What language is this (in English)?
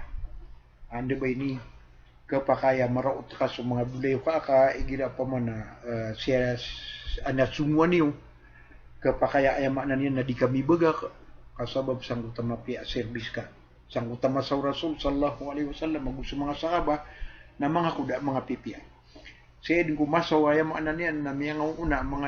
Maranao